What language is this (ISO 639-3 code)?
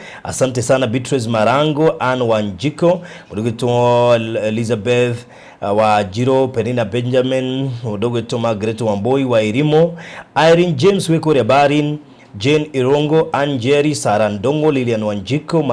kik